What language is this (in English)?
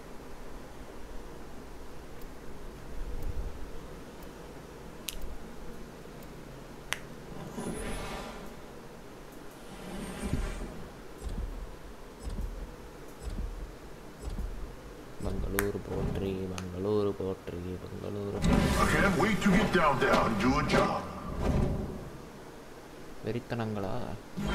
English